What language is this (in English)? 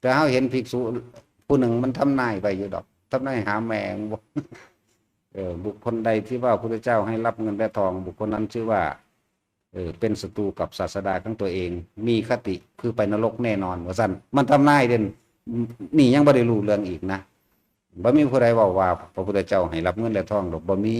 Lao